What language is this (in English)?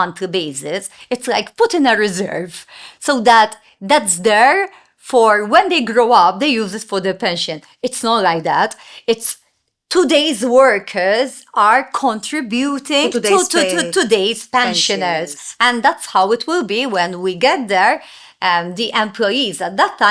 English